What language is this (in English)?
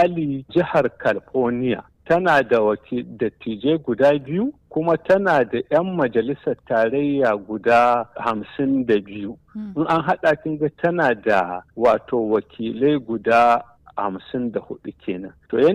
Hausa